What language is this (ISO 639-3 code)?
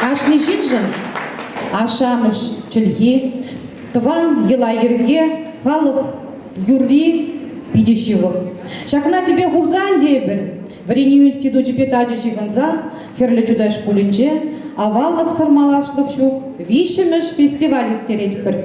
chv